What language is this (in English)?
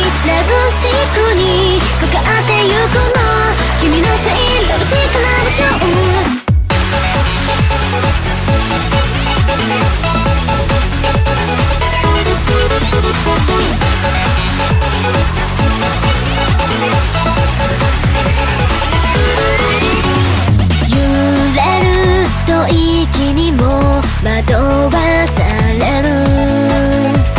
Japanese